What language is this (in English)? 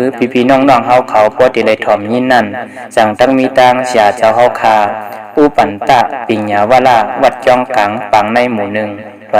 Shan